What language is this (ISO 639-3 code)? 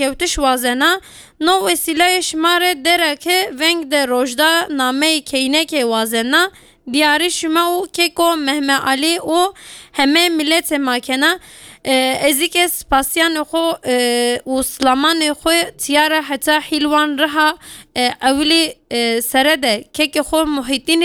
kur